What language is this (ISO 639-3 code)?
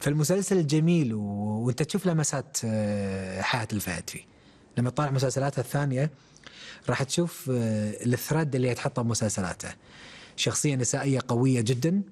afb